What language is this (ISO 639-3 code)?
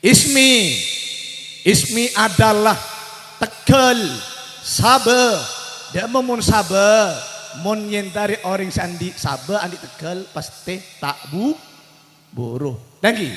mad